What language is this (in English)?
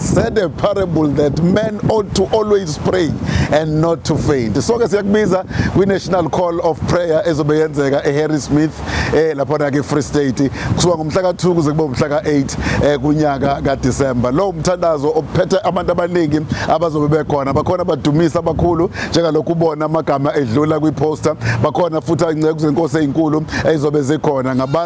Zulu